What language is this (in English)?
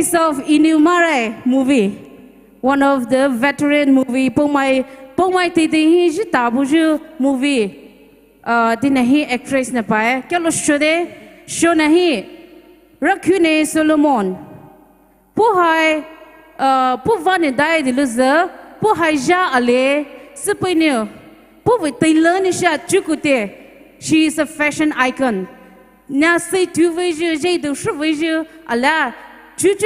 Poumei Naga